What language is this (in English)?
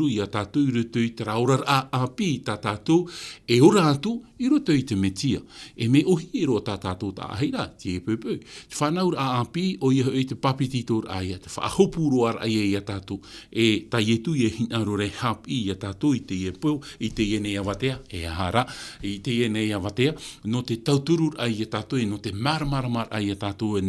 Tahitian